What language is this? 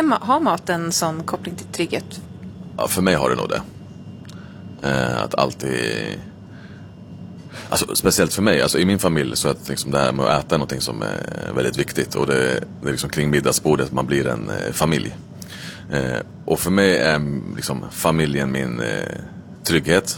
Swedish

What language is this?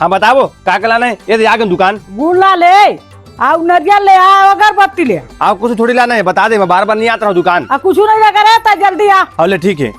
Chhattisgarhi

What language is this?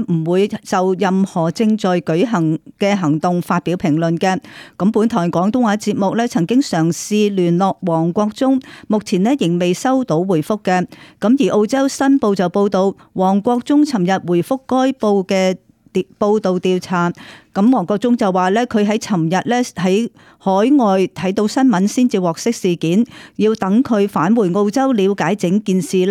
Cantonese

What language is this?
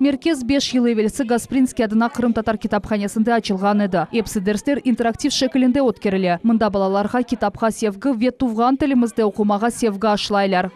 Crimean Tatar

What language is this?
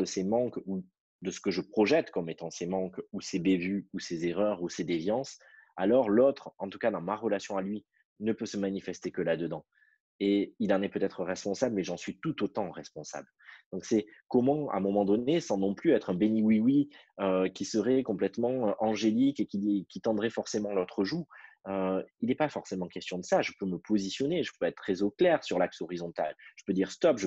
French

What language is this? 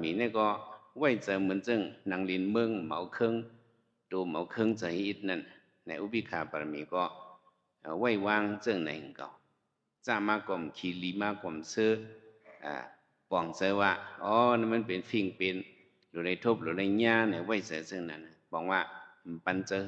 Shan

